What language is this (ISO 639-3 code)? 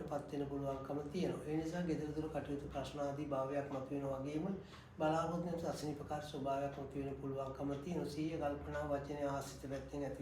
sin